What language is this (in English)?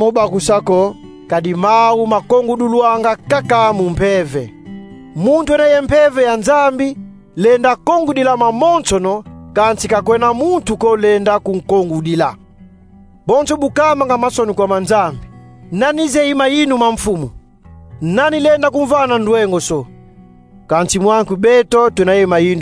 Kongo